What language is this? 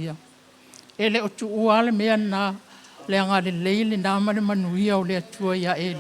Samoan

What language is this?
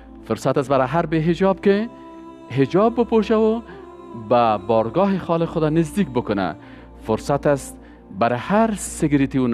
Persian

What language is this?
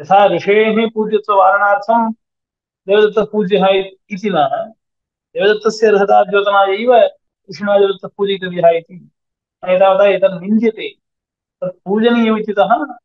Sanskrit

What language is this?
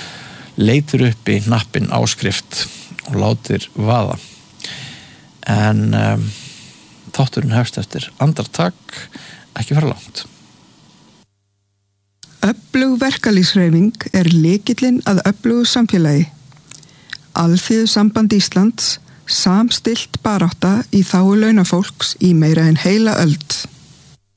Icelandic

